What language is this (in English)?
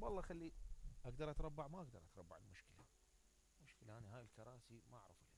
Mesopotamian Arabic